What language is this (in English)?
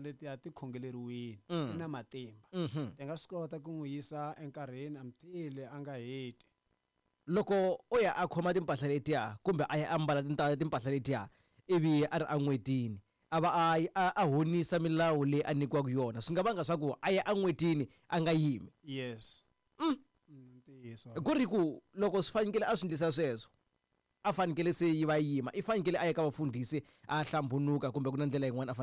Tsonga